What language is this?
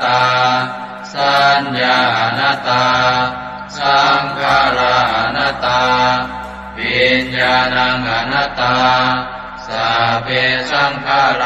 Pali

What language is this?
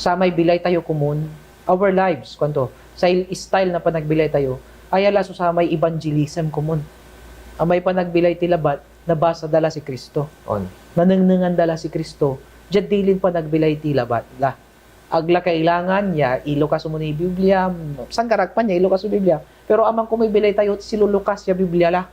Pangasinan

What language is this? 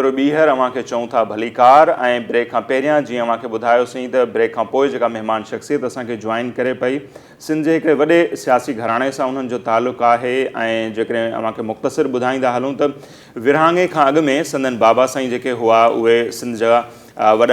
Sindhi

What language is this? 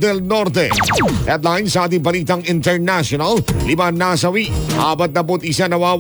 Filipino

